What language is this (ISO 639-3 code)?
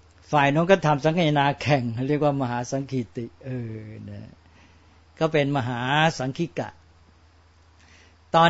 tha